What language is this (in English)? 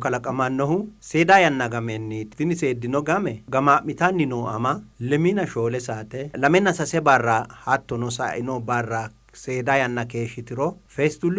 Sidamo